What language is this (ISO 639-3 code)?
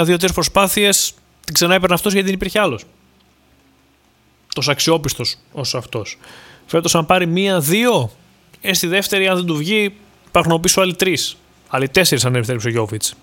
ell